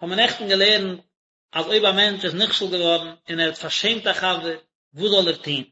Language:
Yiddish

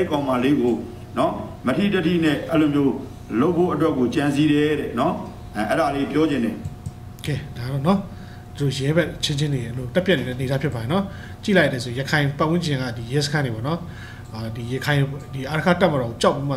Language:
Burmese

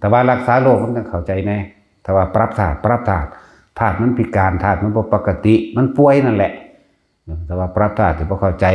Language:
Northeastern Thai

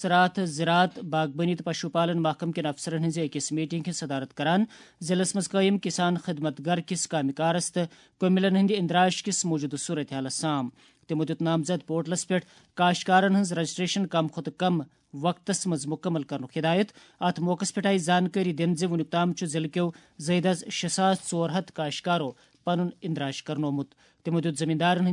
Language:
Kashmiri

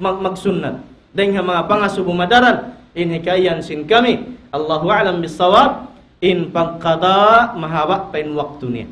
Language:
Tausug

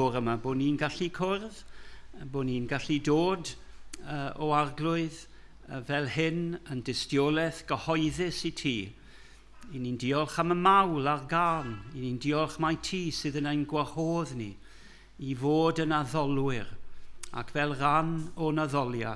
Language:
Welsh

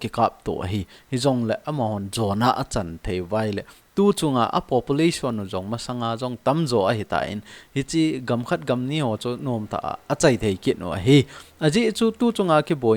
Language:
Thado Chin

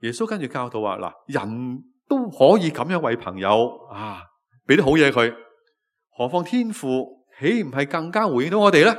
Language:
Cantonese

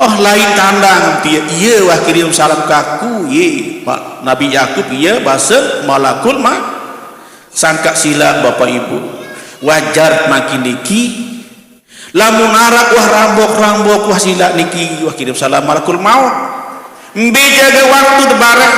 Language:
Sasak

